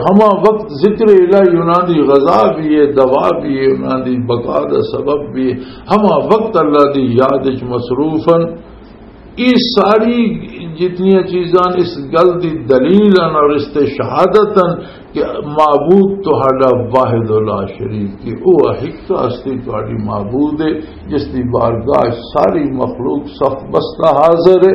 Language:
Western Panjabi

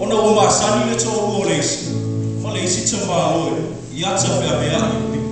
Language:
Samoan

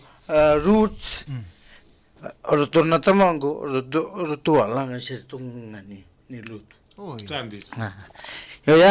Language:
Fijian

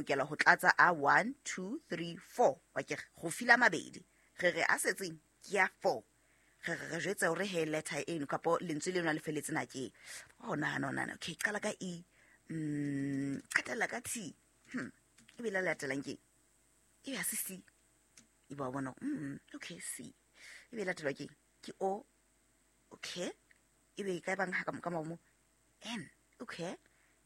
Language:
Southern Sotho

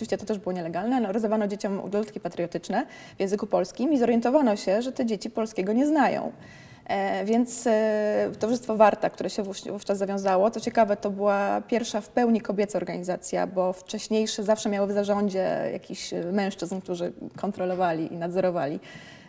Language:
Polish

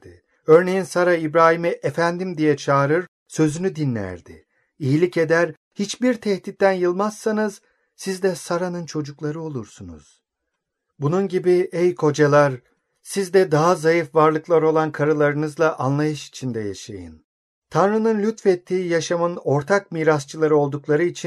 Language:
Turkish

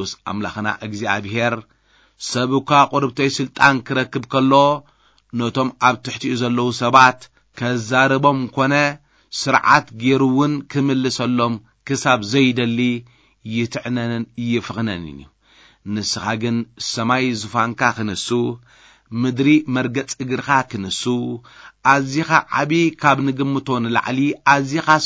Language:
Tigrinya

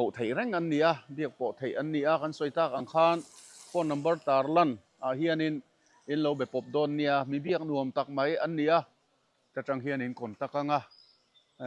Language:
Mizo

